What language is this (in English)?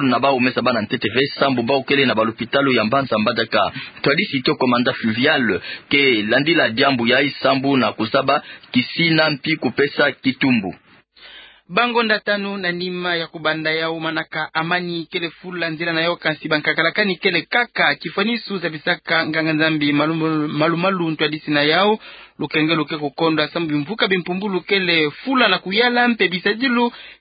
Kituba (Democratic Republic of Congo)